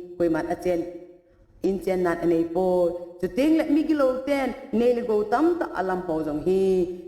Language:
Thado Chin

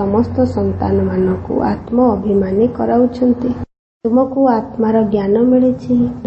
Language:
Odia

